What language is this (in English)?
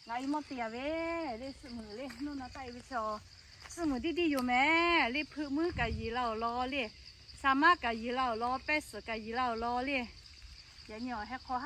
Lahu